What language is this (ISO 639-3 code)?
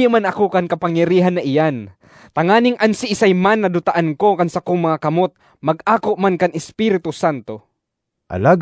bik